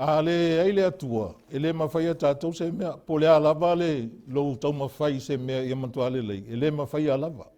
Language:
Samoan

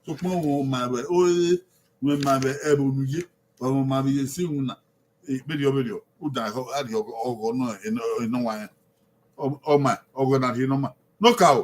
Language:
Bini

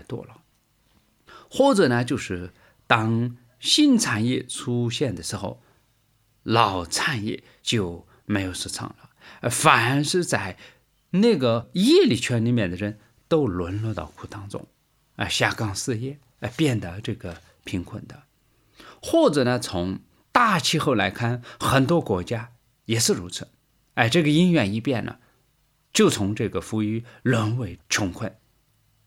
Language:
Chinese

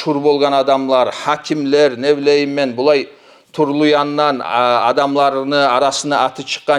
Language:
Kumyk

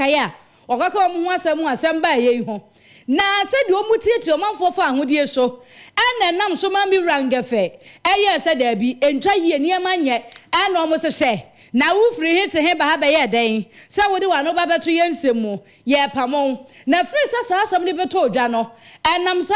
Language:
Akan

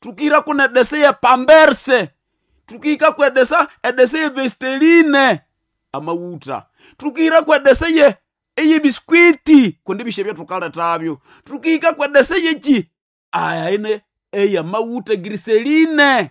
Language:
Nande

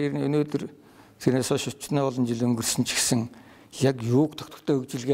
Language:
Mongolian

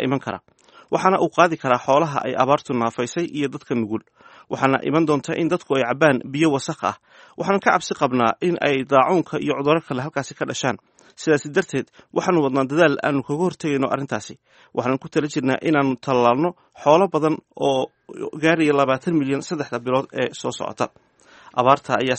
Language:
Somali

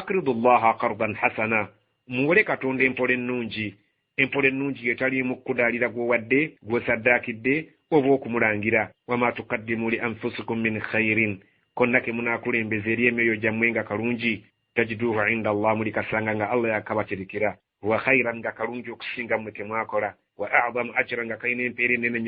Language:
Ganda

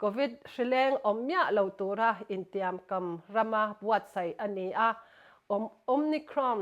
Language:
Mizo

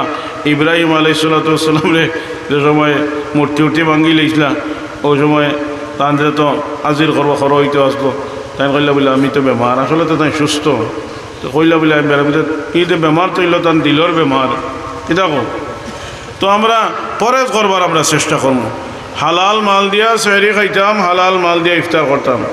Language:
Sylheti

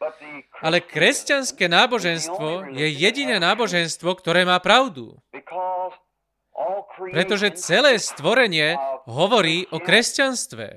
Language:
Slovak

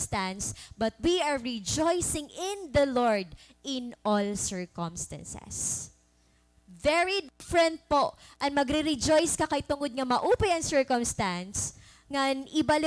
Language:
Waray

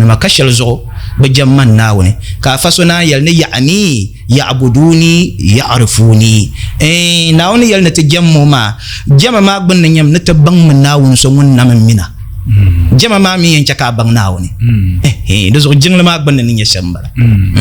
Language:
Dagbani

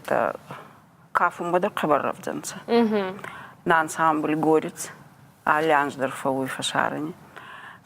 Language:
Ossetic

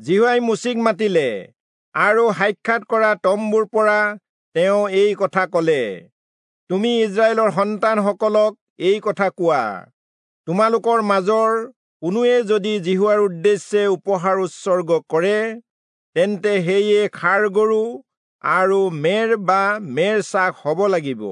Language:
Assamese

